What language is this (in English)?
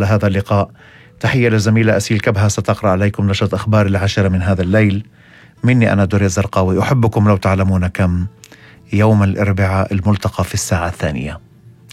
North Levantine Arabic